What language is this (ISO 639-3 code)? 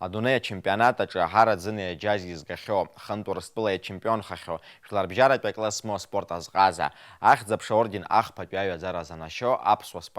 abk